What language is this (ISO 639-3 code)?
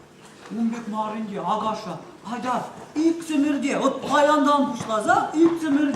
chv